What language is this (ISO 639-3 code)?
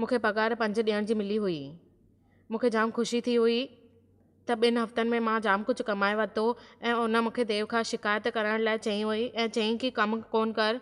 snd